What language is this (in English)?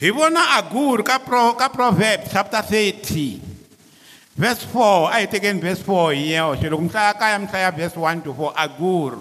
Tsonga